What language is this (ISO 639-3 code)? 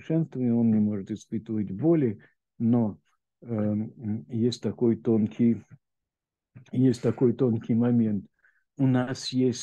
rus